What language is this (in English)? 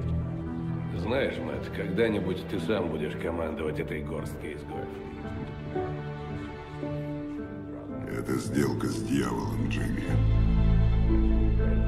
Russian